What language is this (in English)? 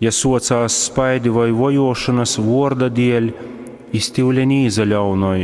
Latgalian